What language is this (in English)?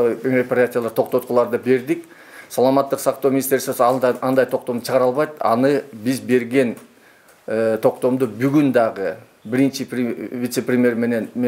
Kyrgyz